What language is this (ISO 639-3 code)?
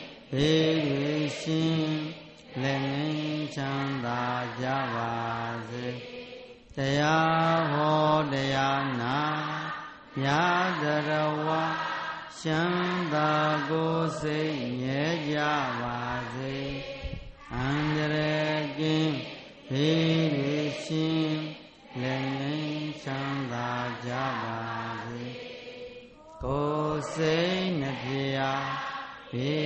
mya